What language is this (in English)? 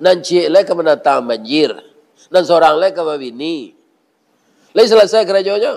Minangkabau